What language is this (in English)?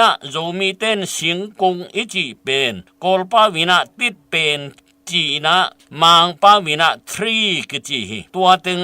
Tedim Chin